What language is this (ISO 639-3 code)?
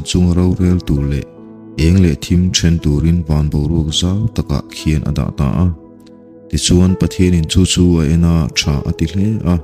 lus